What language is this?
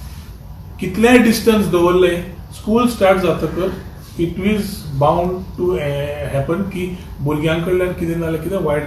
Konkani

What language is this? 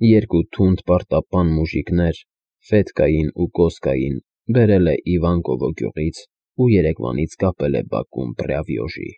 Armenian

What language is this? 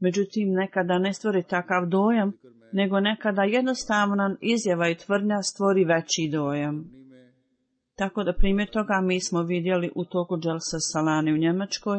Bosnian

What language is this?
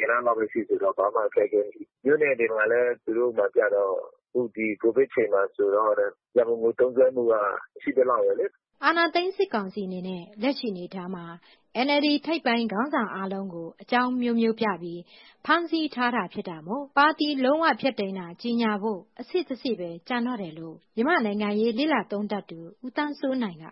Burmese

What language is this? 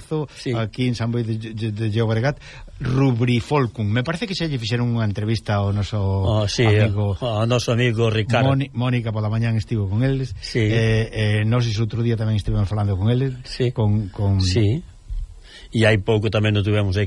Galician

